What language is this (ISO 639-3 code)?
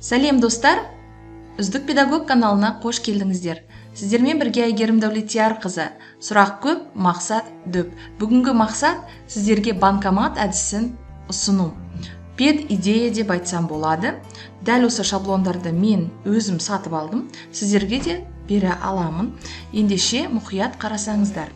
kaz